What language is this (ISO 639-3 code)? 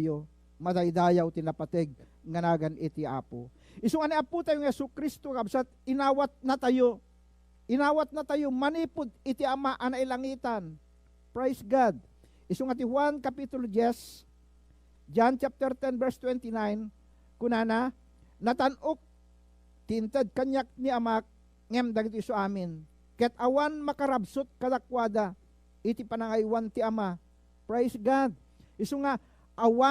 ilo